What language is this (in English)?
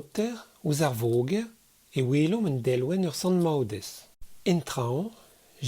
Breton